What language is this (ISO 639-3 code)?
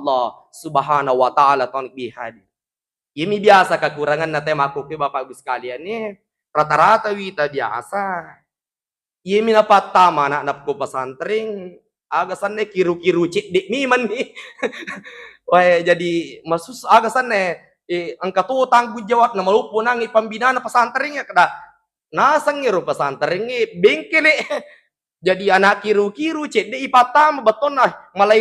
bug